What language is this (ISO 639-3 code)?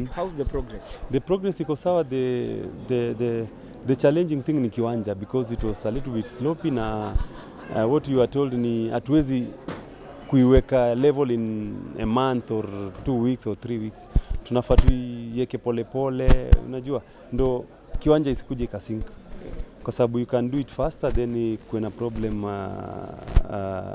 swa